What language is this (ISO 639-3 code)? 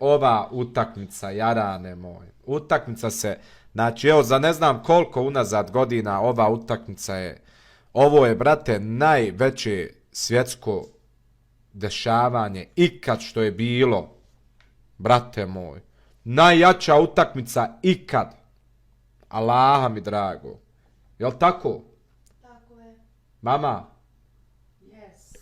bos